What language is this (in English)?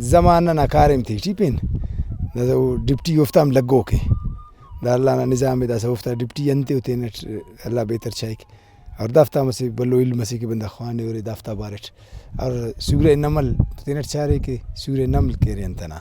Brahui